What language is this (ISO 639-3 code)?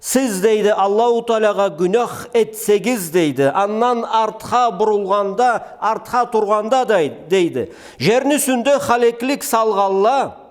krc